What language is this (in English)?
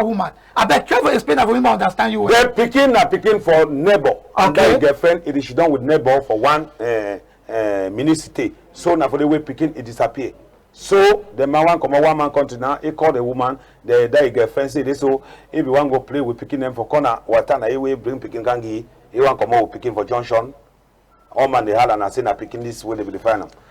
Cameroon Pidgin